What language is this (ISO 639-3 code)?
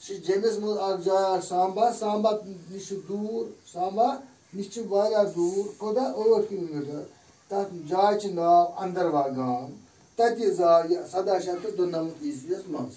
kas